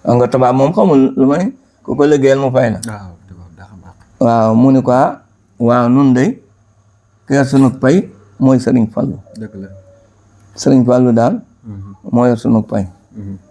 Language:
Wolof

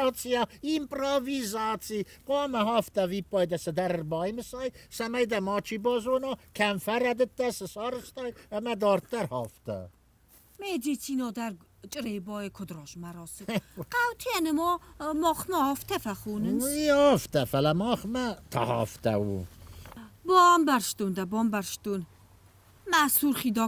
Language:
Ossetic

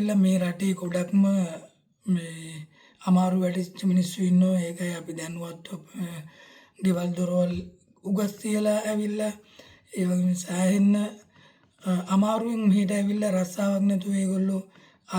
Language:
Sinhala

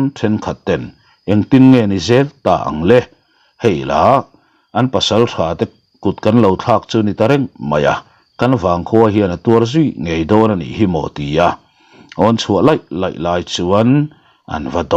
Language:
Mizo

